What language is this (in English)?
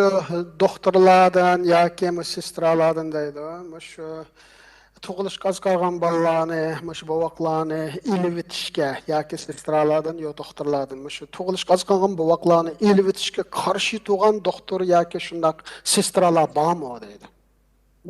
Uyghur